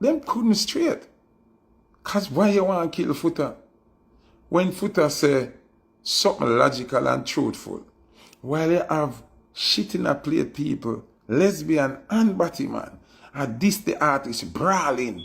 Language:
Jamaican Creole English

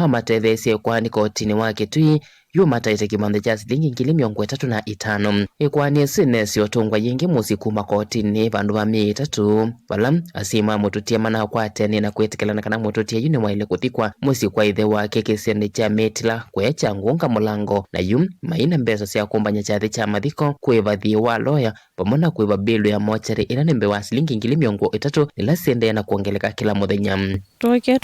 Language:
Kamba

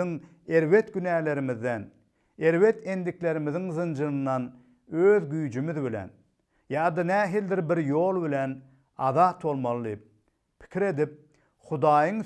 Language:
Turkmen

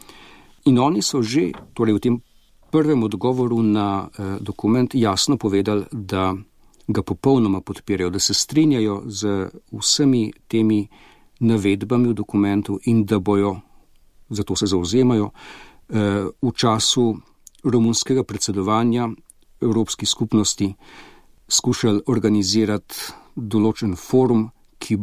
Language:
Slovenian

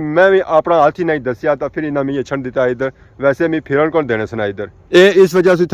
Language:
Pahari-Potwari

